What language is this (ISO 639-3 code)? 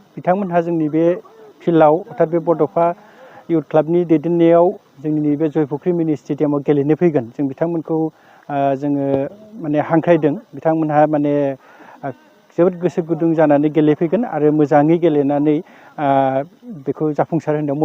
brx